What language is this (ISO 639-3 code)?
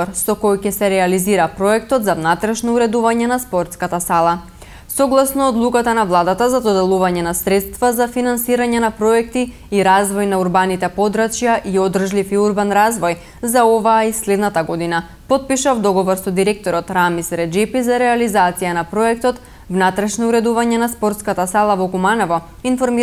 mkd